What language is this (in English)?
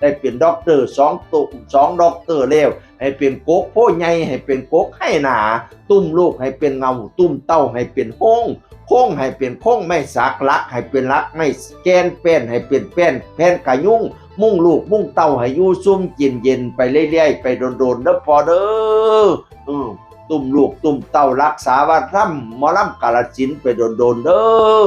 Northeastern Thai